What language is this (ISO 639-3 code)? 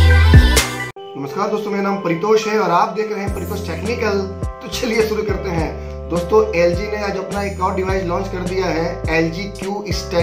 hin